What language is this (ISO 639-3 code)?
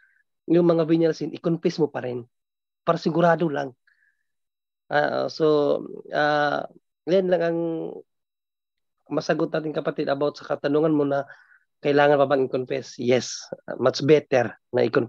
fil